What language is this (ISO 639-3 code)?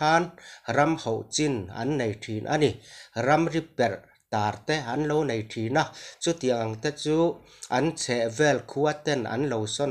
lus